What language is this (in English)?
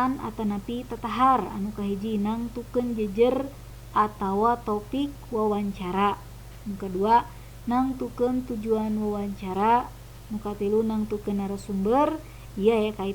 Sundanese